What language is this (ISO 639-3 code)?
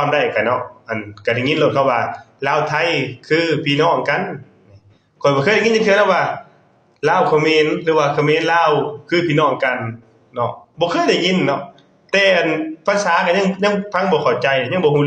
lao